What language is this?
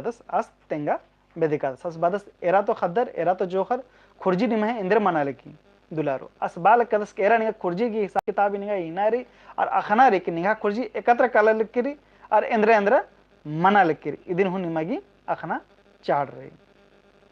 Kurukh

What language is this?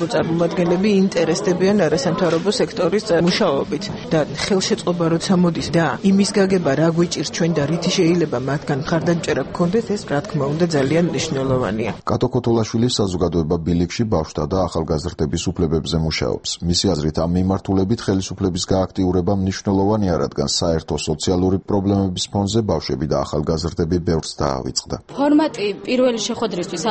Georgian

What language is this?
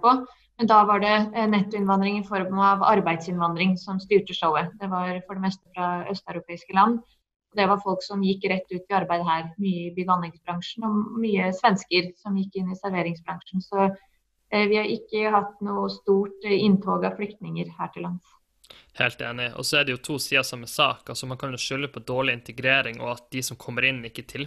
Norwegian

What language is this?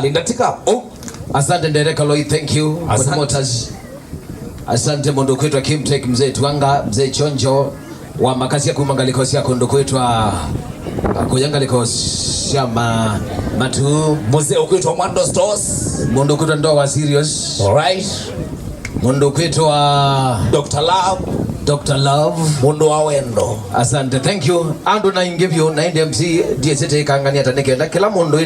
Kamba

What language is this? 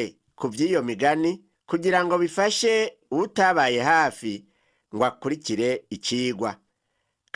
Rundi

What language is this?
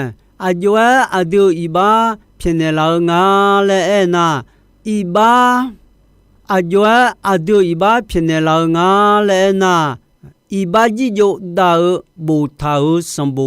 Akha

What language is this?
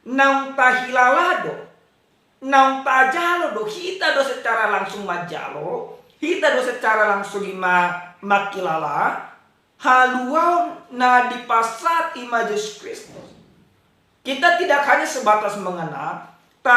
Batak Toba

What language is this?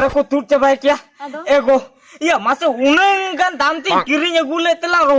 Santali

